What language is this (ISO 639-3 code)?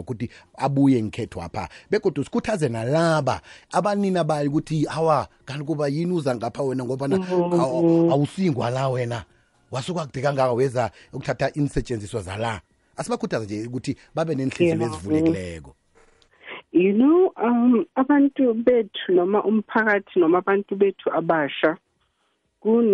nbl